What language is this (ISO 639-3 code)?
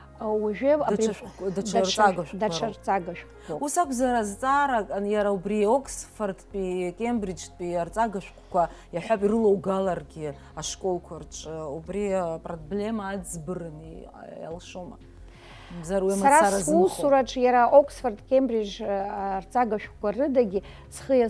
abk